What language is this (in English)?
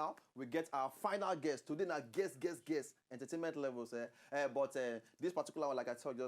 Nigerian Pidgin